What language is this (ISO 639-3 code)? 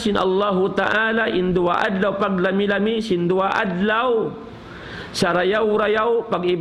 tsg